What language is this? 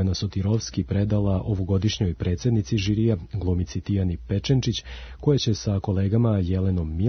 Serbian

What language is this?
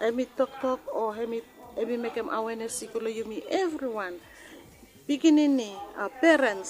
Bislama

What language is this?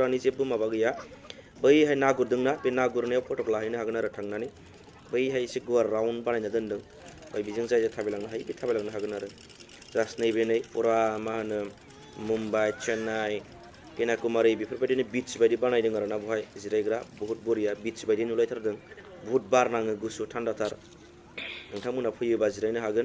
Bodo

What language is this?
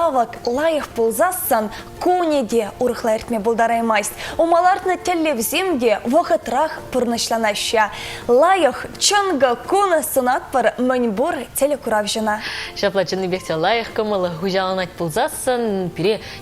Chuvash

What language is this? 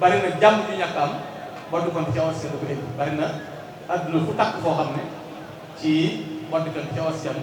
Wolof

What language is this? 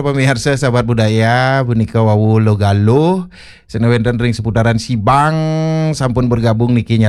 Balinese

